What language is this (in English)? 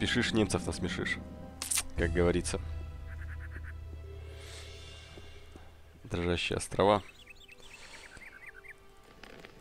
Russian